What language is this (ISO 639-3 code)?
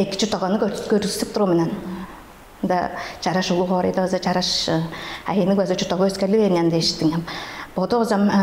tyv